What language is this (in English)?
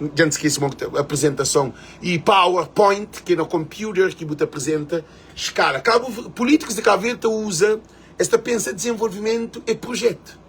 Kabuverdianu